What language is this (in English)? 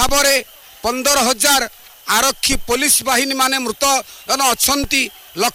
Odia